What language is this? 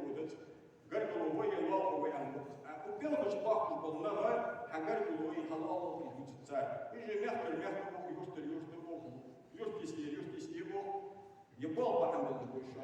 Ingush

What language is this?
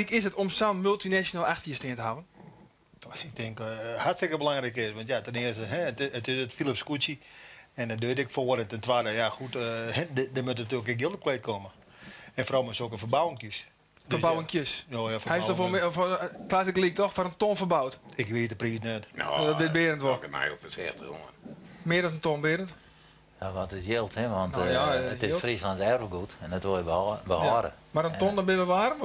Western Frisian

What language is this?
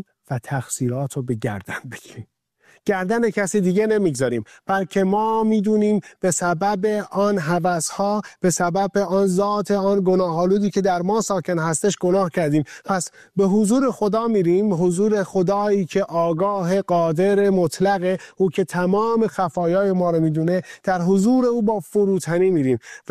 Persian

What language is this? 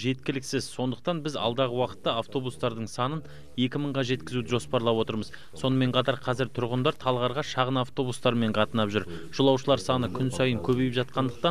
Kazakh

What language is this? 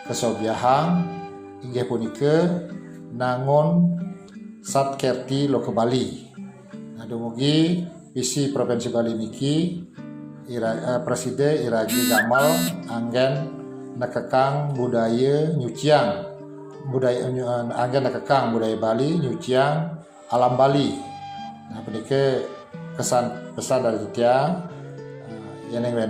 Balinese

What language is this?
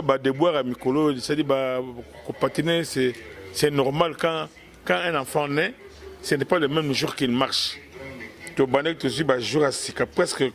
Lingala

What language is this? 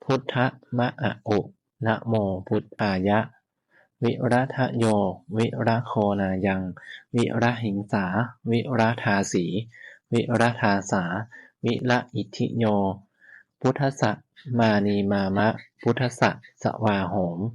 Pali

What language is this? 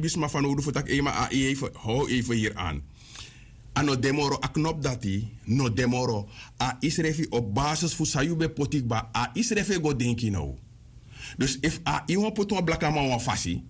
Sranan Tongo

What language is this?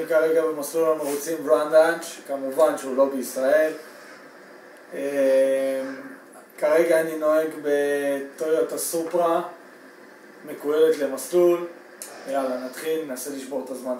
Hebrew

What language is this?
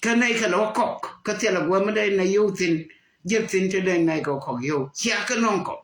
Nuer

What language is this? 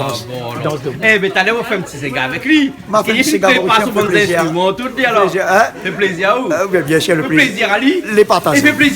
Réunion Creole French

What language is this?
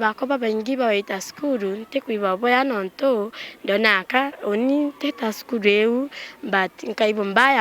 Meru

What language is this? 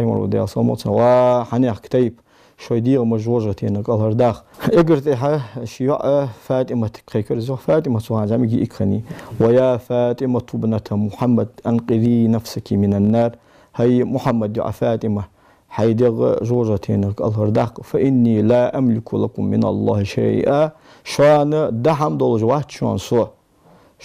Ingush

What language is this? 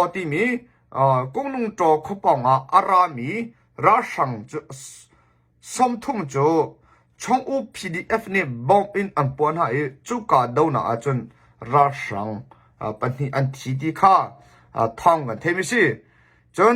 Hakha Chin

